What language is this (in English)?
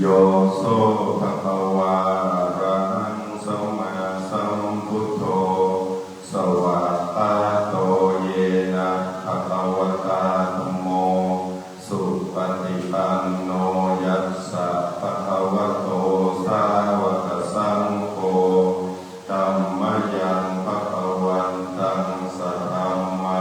Pali